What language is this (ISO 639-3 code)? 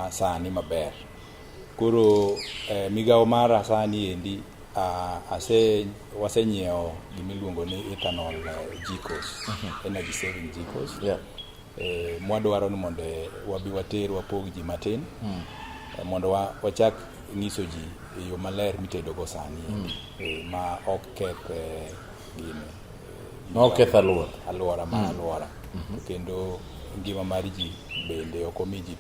luo